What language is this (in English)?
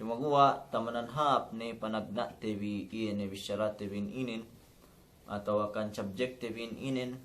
Yakan